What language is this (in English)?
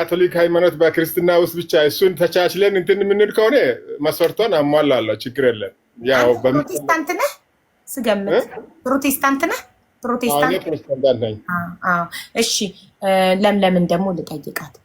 Amharic